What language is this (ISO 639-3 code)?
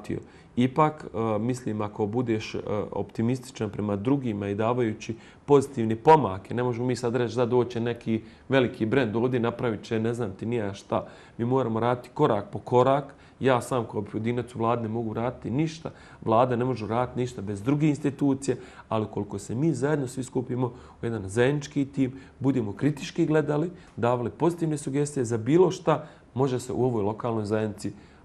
bos